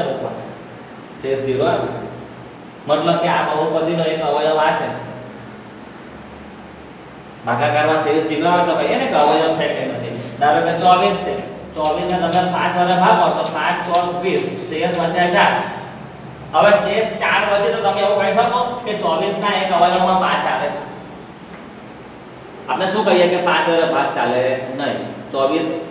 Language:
Gujarati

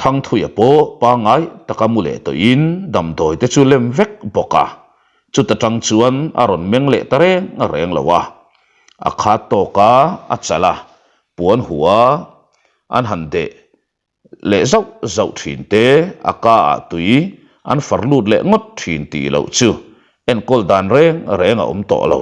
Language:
Mizo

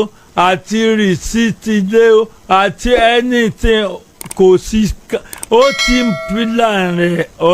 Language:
Yoruba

